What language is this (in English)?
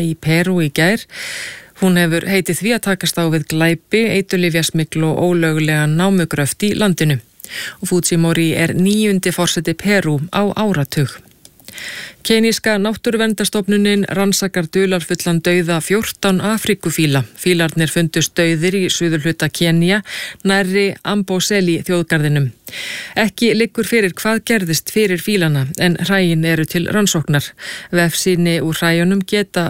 Icelandic